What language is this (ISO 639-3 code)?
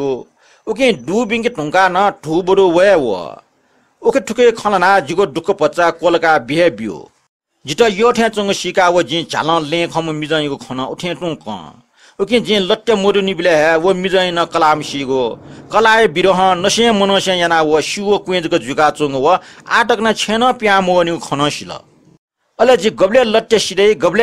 new